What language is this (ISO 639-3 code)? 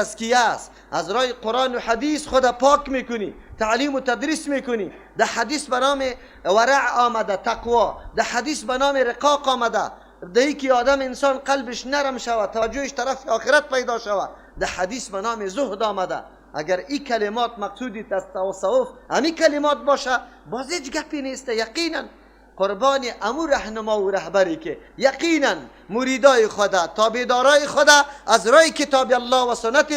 fas